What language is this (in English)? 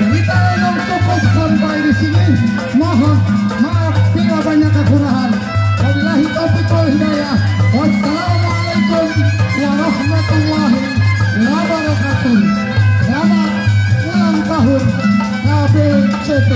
Betawi